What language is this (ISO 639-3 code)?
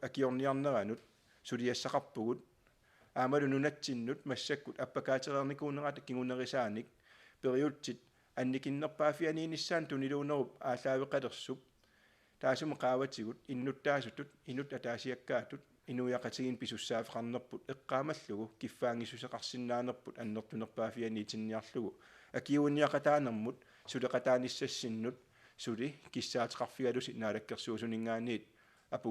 kal